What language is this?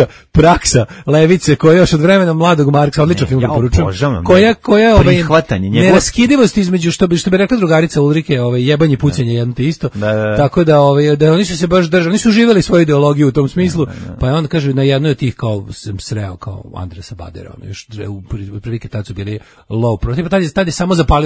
Serbian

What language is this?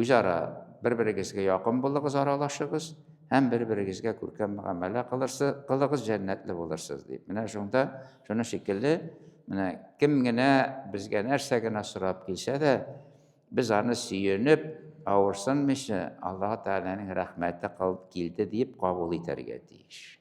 Tatar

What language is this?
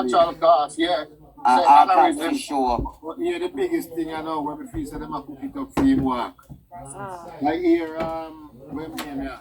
Jamaican Creole English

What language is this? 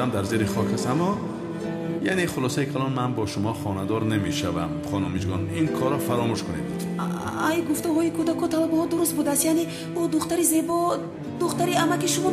Tajik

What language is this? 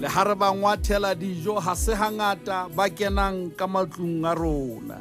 Southern Sotho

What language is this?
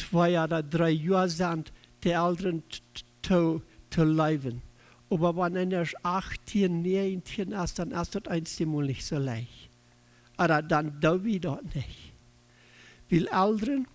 Plautdietsch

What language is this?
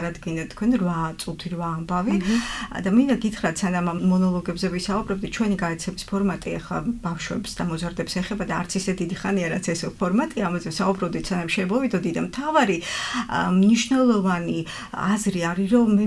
Georgian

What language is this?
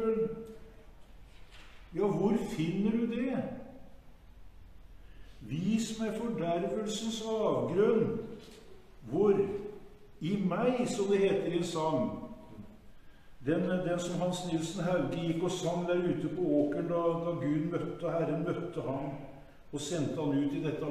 Norwegian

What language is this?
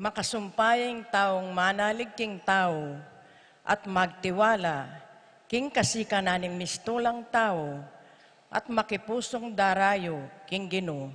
Pampanga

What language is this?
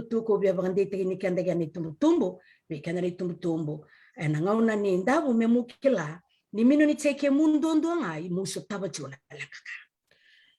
Fijian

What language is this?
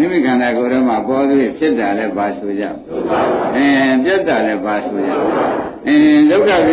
Burmese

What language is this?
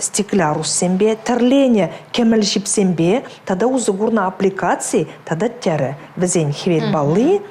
Chuvash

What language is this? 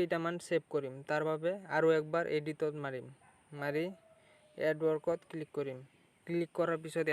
Assamese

